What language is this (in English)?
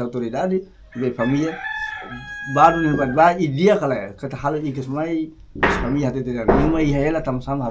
Tetum